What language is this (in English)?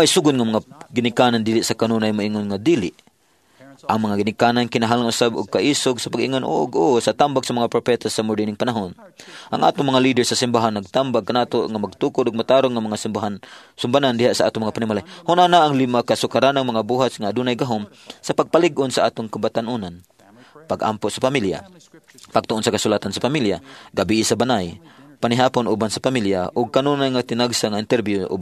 Cebuano